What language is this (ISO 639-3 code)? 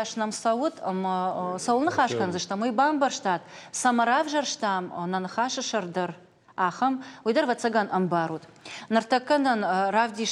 oss